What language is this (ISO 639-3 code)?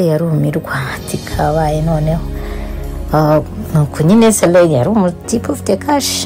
kin